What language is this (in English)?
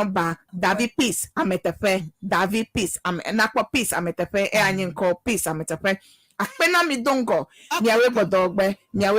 Ewe